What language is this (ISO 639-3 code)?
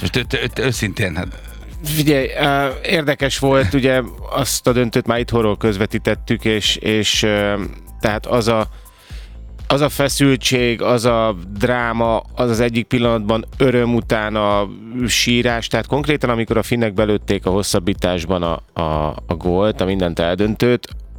hun